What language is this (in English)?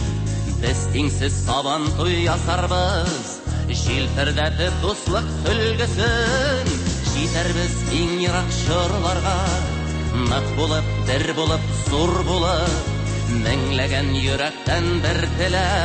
Tatar